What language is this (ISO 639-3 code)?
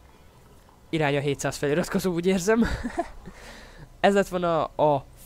hun